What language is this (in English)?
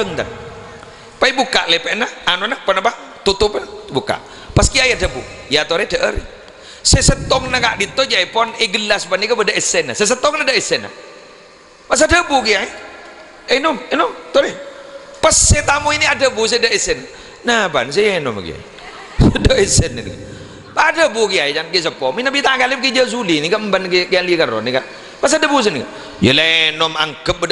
Madurese